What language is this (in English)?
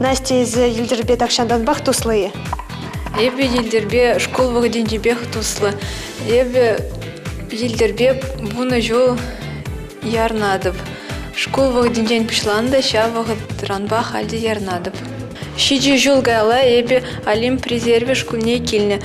Chuvash